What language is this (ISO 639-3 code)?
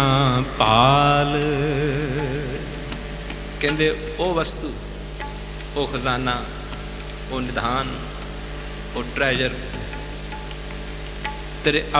hin